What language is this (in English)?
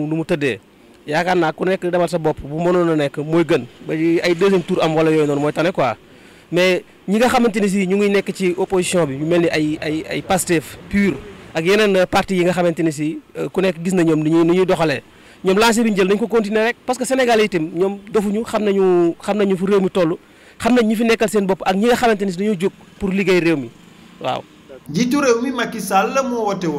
Wolof